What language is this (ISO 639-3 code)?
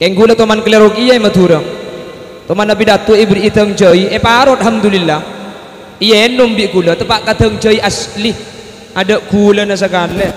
mad